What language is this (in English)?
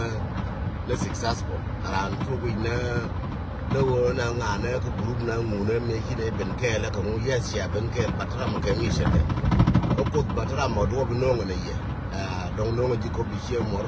Nuer